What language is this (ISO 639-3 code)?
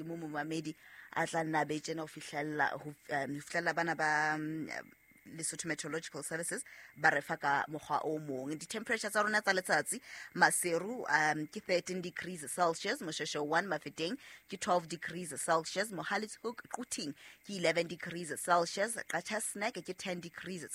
sot